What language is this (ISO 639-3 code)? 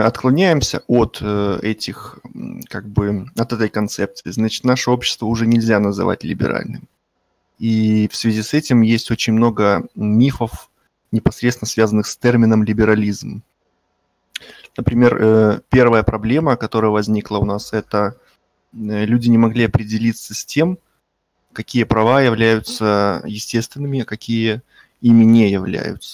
rus